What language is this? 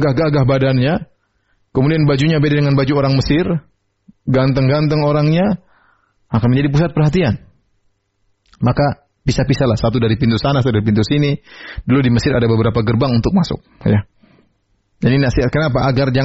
Indonesian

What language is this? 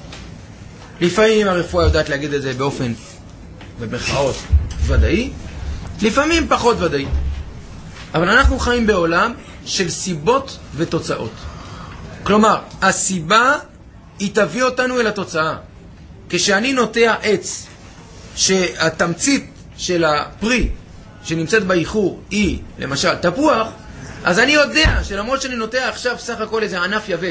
Hebrew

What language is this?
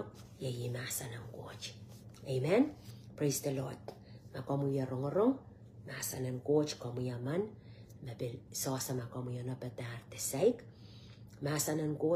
Pohnpeian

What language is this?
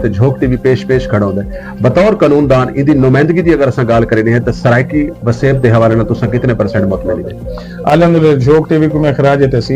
Saraiki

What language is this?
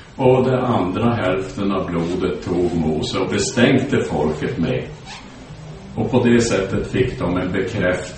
Swedish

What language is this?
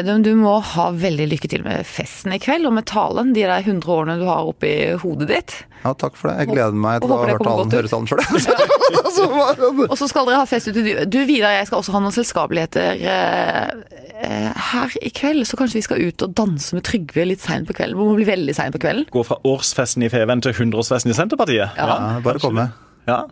Norwegian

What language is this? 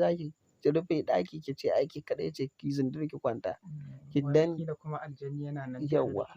Hausa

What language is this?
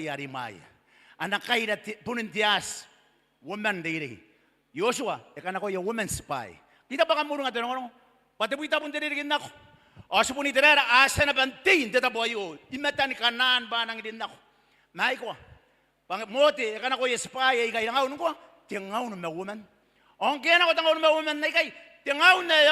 Gilbertese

